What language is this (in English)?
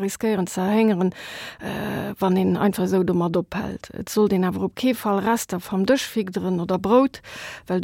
Luxembourgish